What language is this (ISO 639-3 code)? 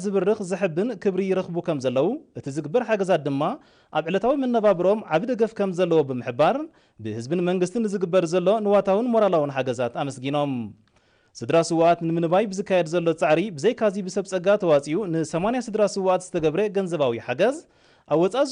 tir